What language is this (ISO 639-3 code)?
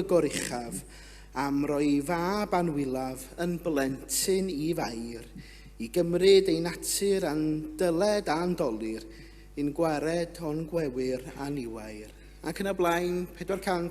cym